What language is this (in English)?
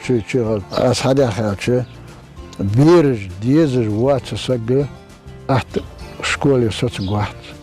Ingush